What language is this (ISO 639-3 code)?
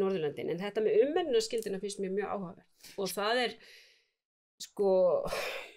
isl